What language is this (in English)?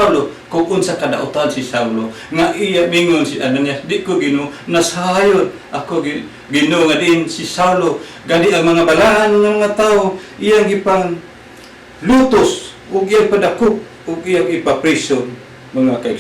Cebuano